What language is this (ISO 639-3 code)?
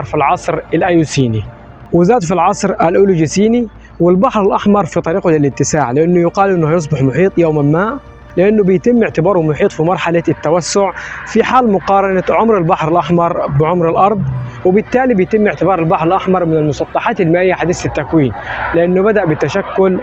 arz